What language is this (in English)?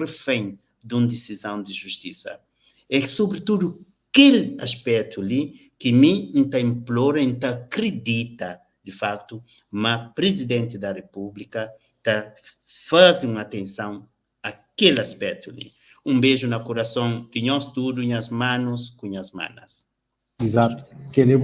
Kabuverdianu